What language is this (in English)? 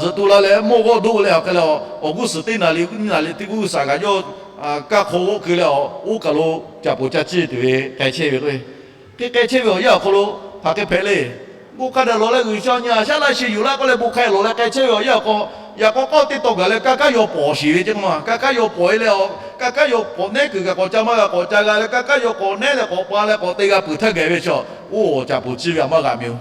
Lahu